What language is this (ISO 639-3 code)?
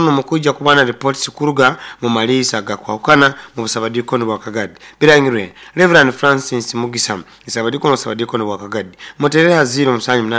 nyo